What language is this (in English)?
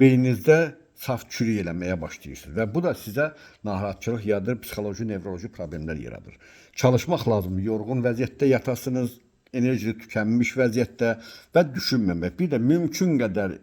Azerbaijani